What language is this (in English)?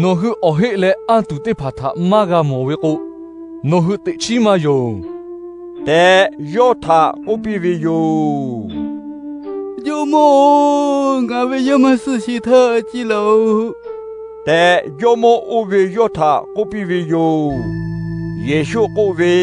Lahu